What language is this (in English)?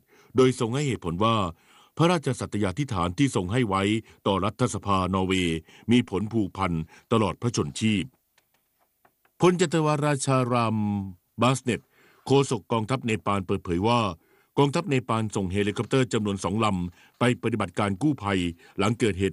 Thai